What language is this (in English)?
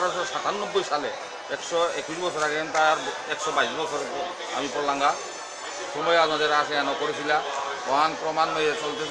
Bishnupriya